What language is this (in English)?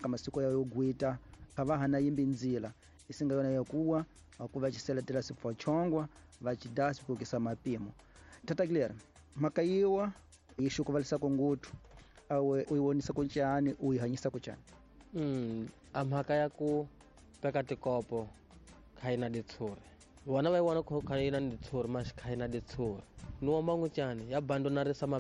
Tsonga